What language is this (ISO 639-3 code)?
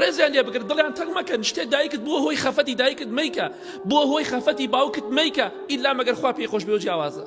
ckb